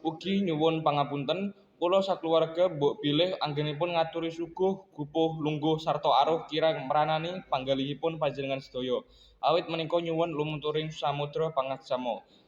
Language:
Javanese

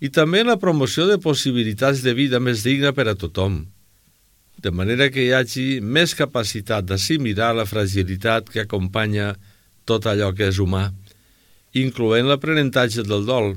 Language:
Catalan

